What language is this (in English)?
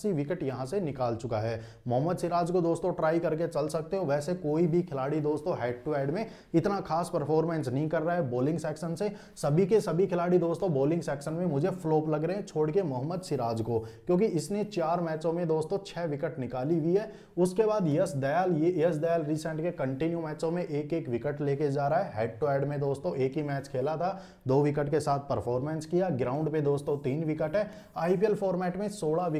Hindi